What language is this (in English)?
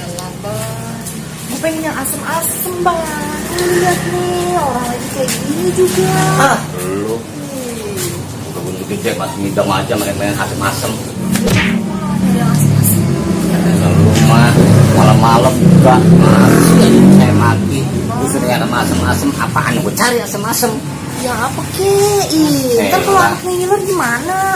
Betawi